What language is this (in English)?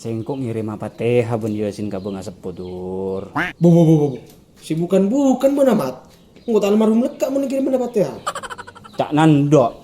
Madurese